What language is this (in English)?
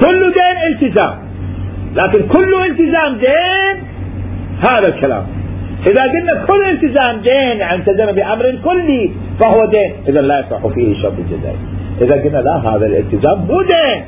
Mesopotamian Arabic